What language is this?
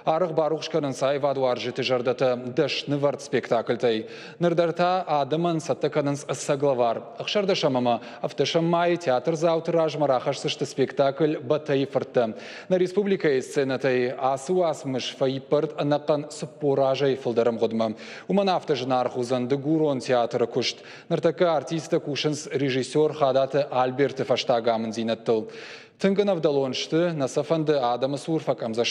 Ossetic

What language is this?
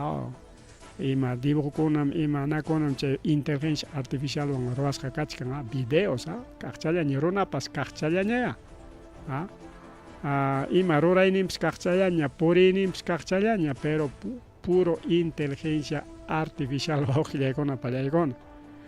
Ayacucho Quechua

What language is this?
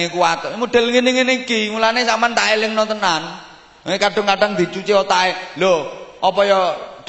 Javanese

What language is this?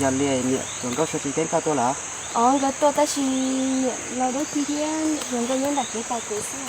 Hmong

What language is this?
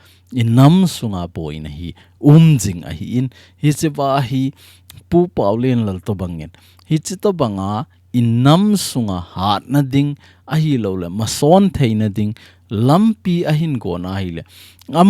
Thado Chin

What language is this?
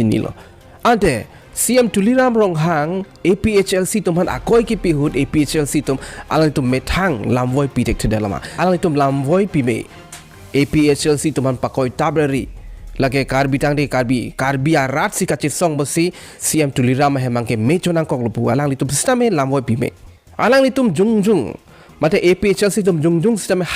Karbi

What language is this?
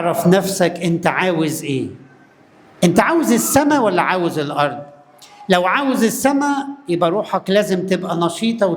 Egyptian Arabic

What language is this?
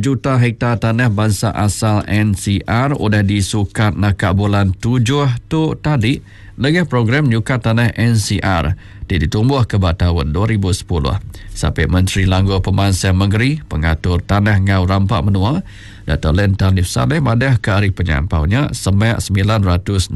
Iban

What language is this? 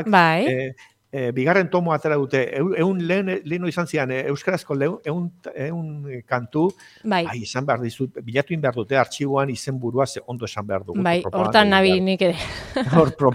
Basque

